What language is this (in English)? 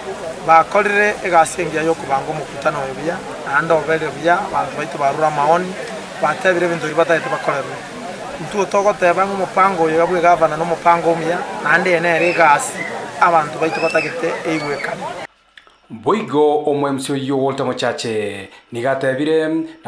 Gusii